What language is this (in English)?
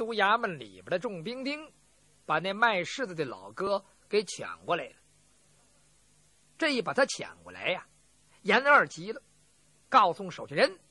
Chinese